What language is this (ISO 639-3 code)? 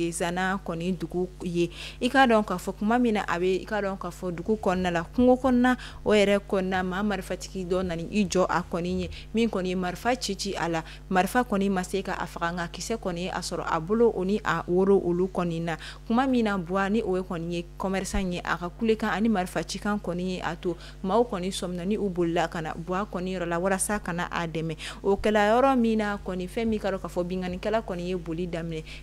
bam